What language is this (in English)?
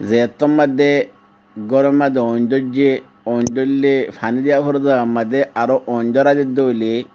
Rohingya